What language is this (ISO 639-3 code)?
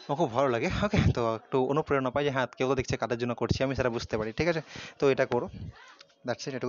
ben